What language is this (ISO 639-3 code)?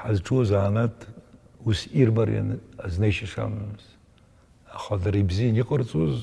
abk